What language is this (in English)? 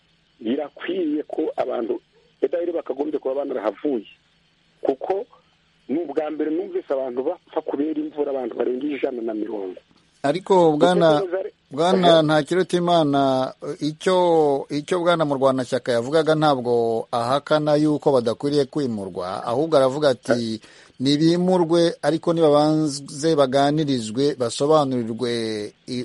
Kinyarwanda